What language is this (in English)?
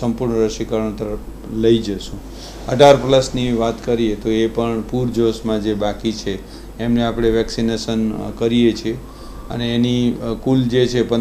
Gujarati